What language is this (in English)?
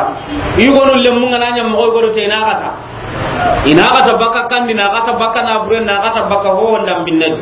Soninke